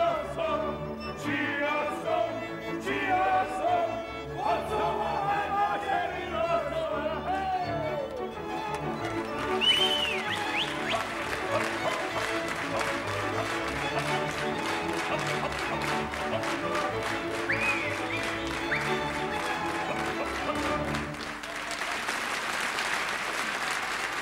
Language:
Slovak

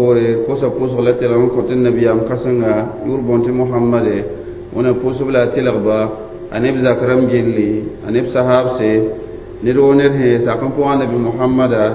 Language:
Mossi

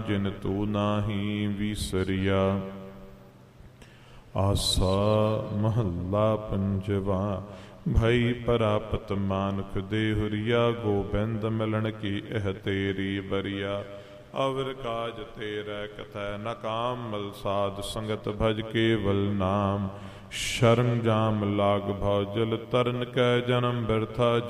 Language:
Punjabi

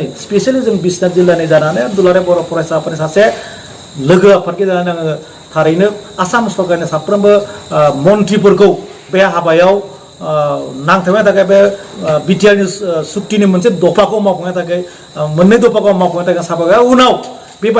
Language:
Bodo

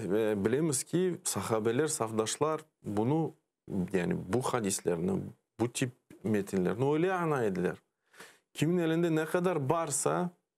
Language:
Crimean Tatar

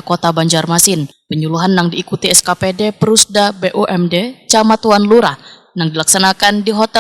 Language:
Banjar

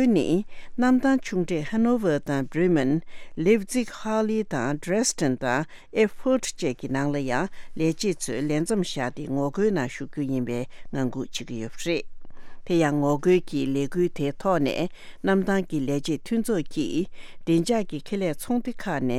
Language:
Tibetan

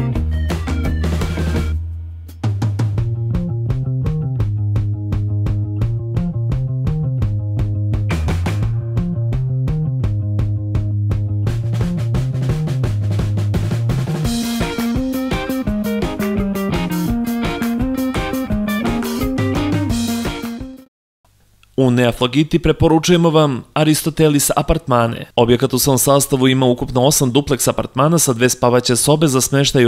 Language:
Serbian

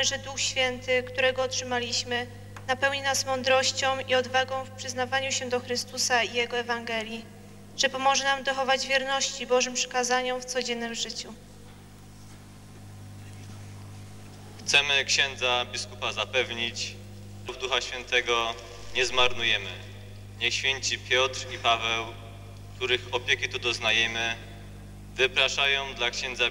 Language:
Polish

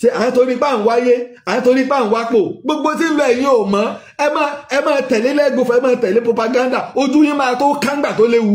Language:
Yoruba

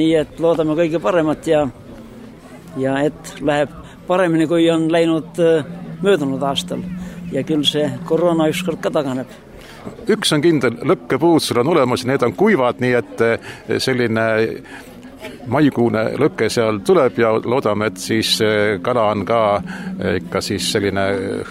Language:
Estonian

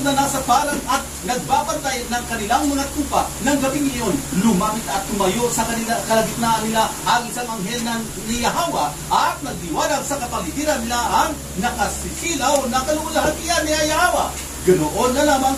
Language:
Filipino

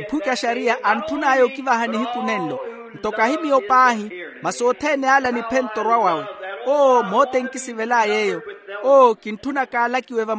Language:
Makhuwa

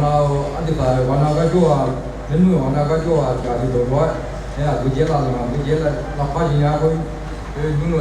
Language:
Akha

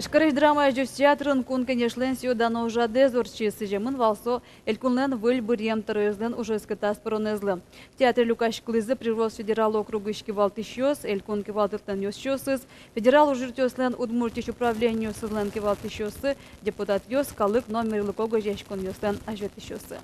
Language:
Udmurt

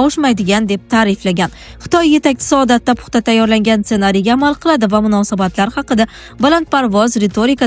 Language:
Uzbek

